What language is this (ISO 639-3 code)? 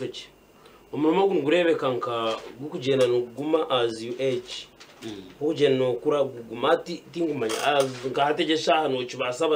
nyn